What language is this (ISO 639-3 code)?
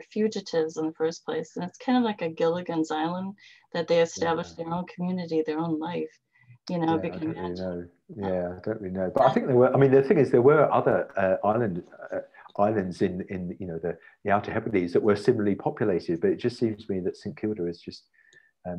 eng